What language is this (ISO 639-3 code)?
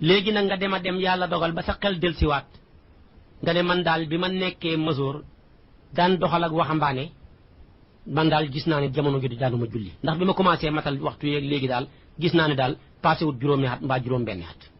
wol